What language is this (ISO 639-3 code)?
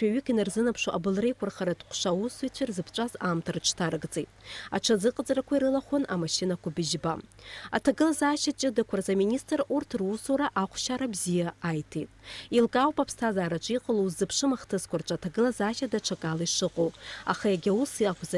abk